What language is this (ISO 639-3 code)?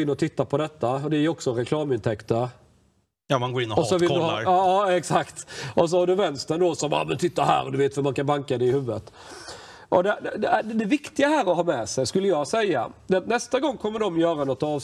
swe